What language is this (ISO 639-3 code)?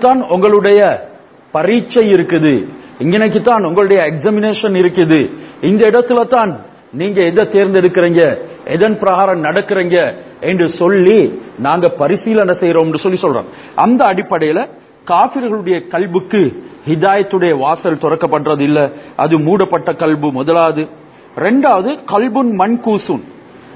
tam